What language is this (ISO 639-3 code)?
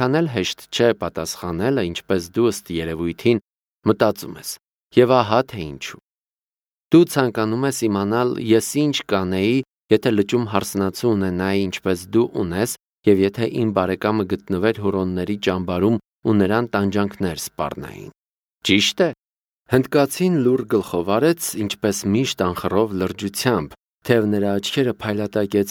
hye